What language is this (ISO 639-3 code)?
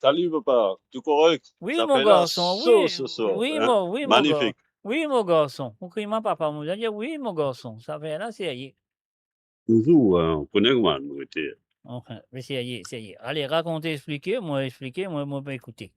mfe